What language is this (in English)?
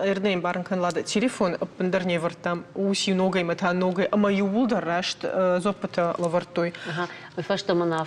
Ossetic